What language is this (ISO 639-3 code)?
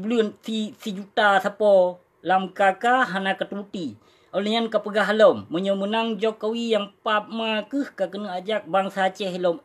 ace